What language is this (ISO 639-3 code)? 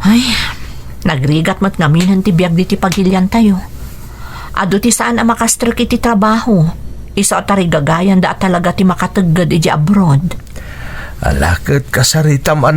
ilo